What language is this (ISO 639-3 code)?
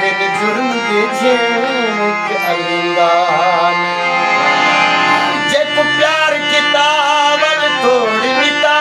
skr